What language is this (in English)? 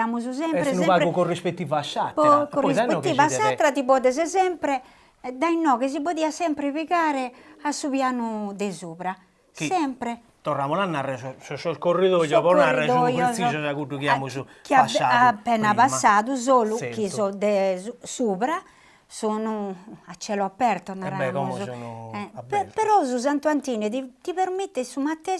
Sardinian